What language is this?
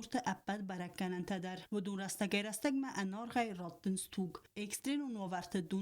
Ossetic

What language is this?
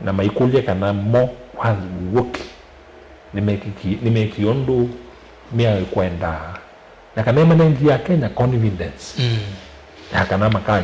Kamba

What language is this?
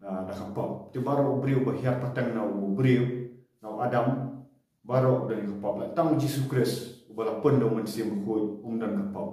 Khasi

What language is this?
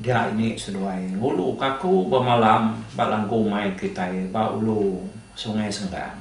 Iban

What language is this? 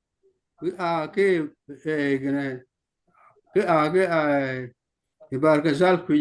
Acoli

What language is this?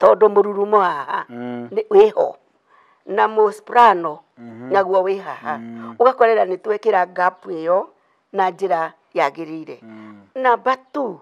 Kikuyu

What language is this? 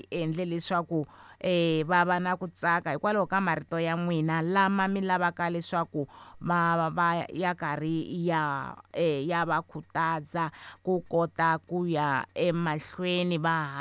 Tsonga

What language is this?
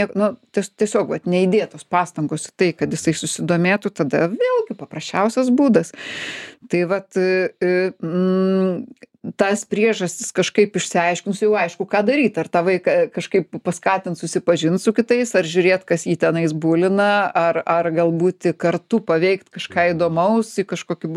Lithuanian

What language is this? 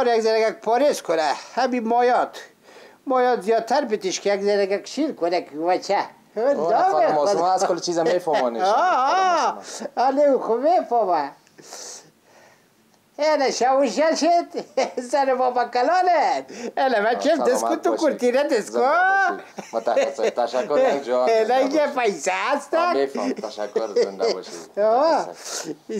Persian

